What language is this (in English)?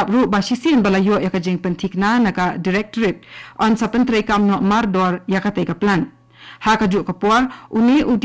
Khasi